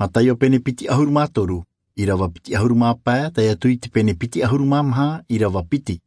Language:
Tahitian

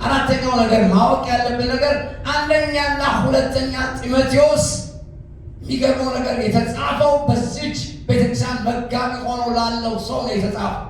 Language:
Amharic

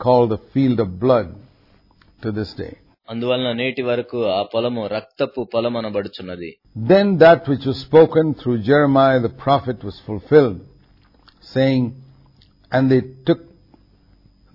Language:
Telugu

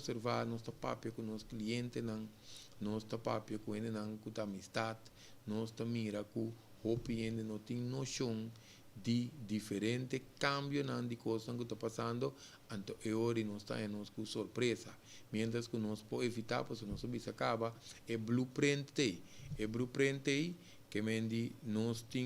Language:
Papiamento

